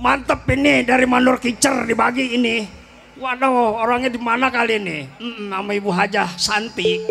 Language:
Betawi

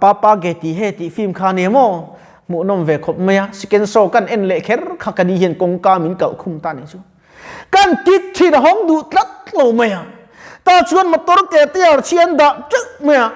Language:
Mizo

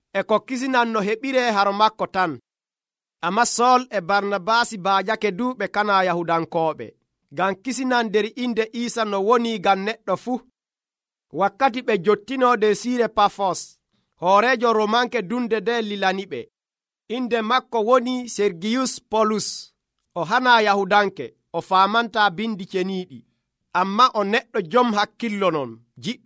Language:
Nigerian Fulfulde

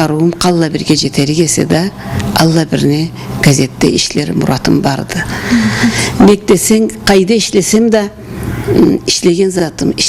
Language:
Karachay-Balkar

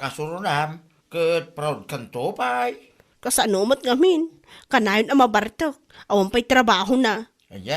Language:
Iloko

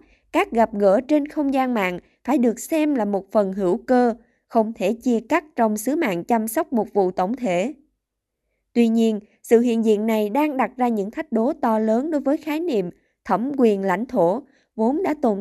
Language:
Vietnamese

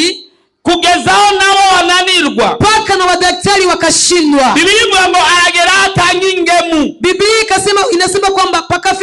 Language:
Rundi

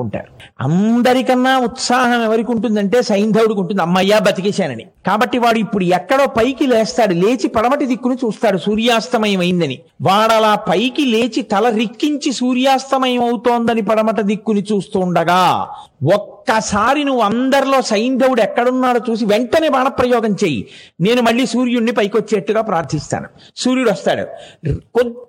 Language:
Telugu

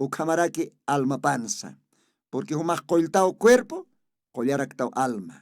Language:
Aymara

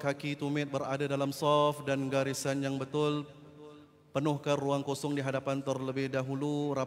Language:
Malay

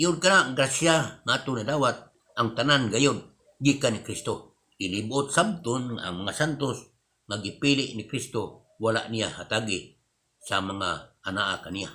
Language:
Cebuano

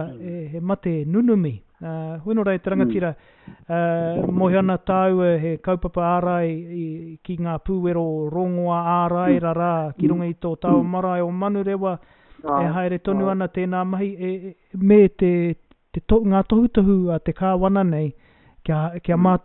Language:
Māori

